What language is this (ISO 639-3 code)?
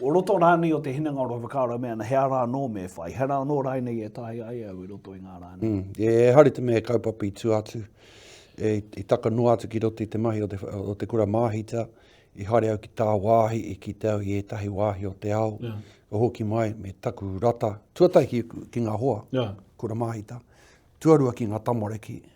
mri